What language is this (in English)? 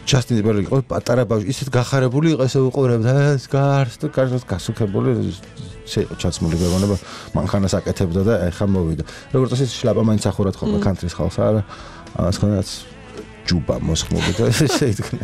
Georgian